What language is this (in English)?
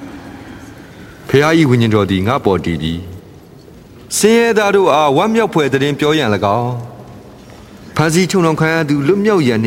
Burmese